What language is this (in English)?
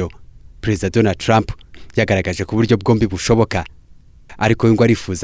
Kinyarwanda